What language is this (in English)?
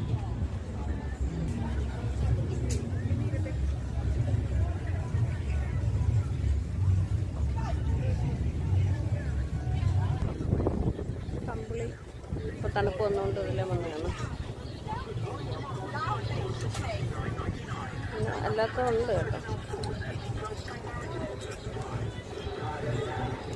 Malayalam